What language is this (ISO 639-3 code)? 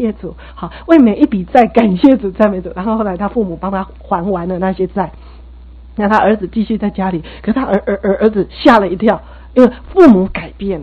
zho